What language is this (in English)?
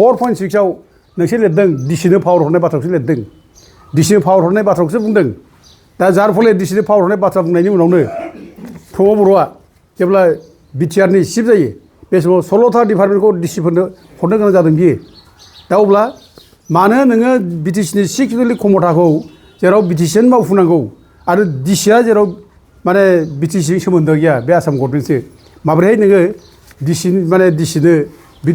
Bodo